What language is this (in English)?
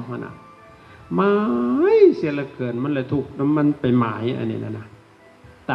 Lao